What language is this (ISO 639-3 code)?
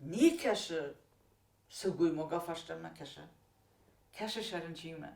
oss